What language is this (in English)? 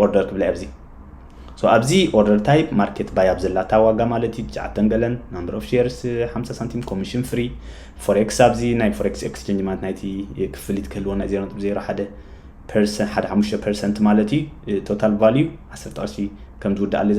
Tigrinya